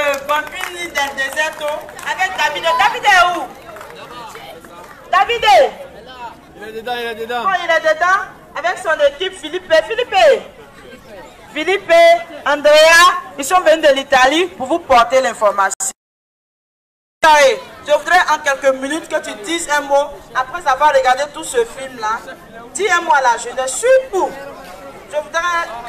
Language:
French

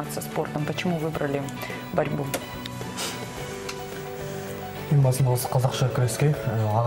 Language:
Kazakh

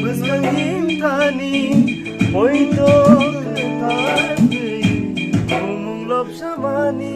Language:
Kok Borok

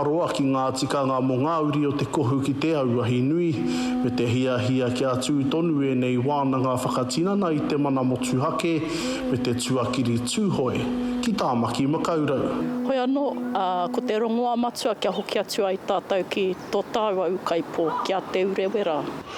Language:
Māori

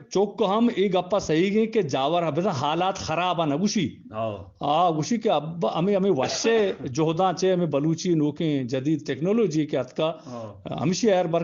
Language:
Eastern Balochi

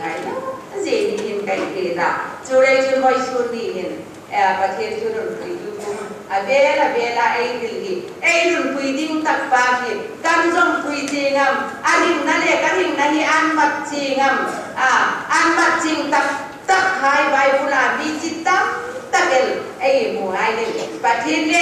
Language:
Hmar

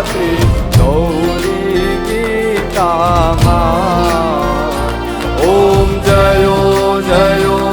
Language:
Gujarati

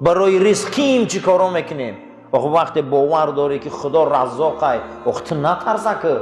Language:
Tajik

